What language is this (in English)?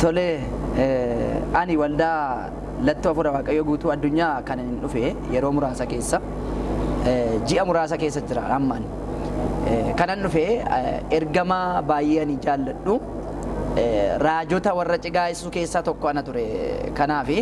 Oromo